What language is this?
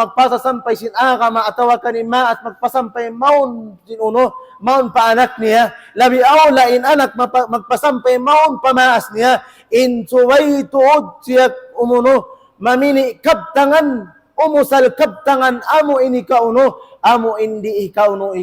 Tausug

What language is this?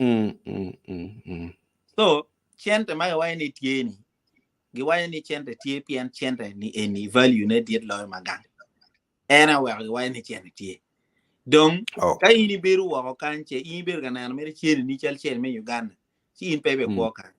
Acoli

